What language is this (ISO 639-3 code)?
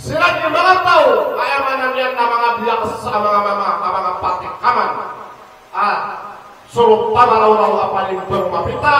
mrw